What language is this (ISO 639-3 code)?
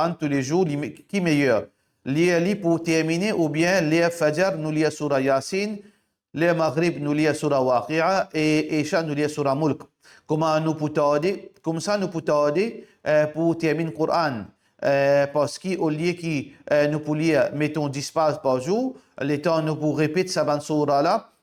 mfe